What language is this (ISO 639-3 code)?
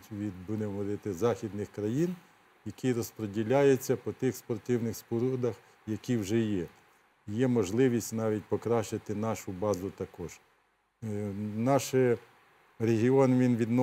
ukr